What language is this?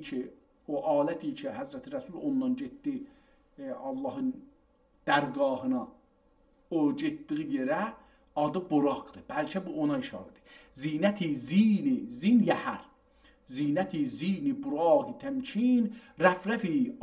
South Azerbaijani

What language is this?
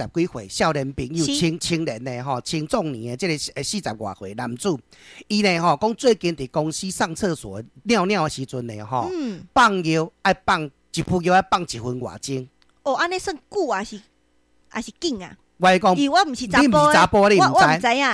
Min Nan Chinese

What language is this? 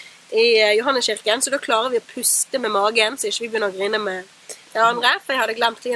Norwegian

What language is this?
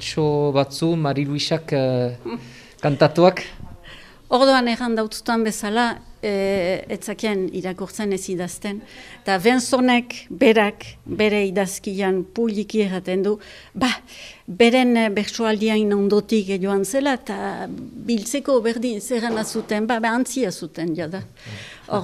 Basque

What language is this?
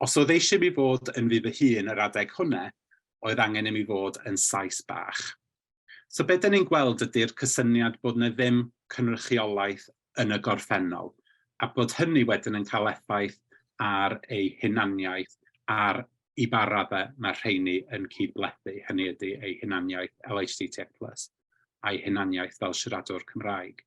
Welsh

